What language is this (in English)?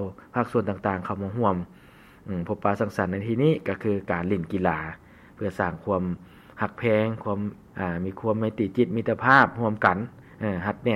Lao